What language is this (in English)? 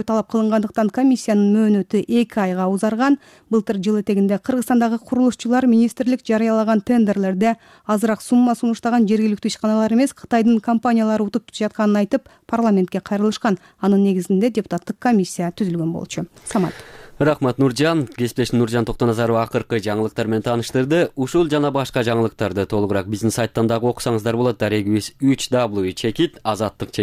Kyrgyz